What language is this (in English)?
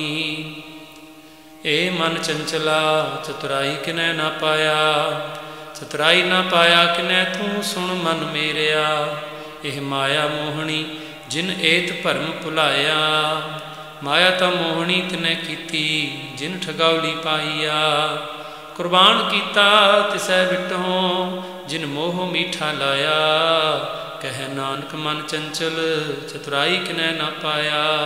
Punjabi